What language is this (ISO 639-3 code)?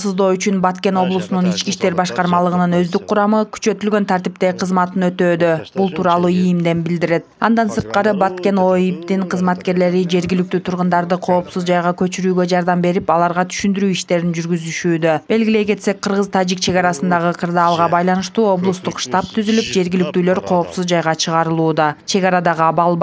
kir